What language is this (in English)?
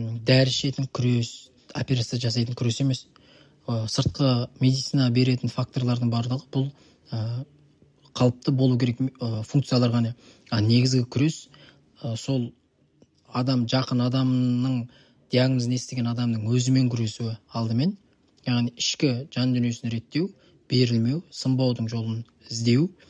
Kazakh